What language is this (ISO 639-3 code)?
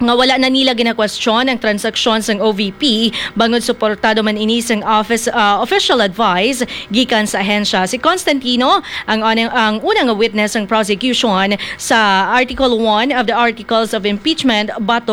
hil